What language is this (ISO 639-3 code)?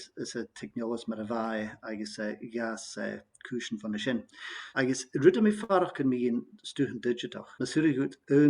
gla